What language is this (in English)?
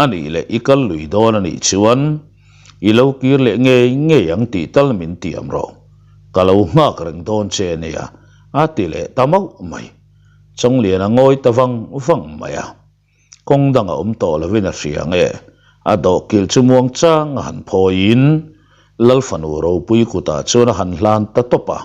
Mizo